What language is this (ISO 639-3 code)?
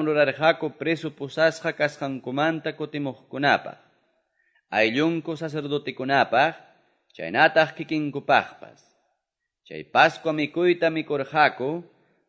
que